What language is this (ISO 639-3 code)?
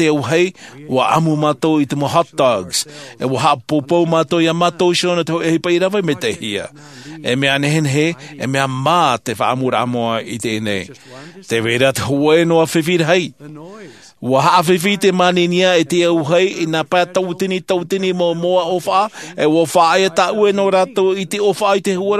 tah